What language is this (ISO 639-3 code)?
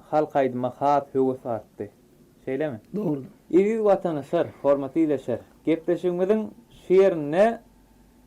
tuk